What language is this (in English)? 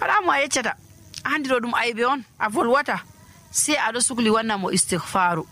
Nigerian Fulfulde